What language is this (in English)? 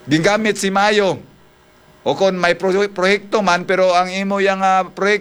Hiligaynon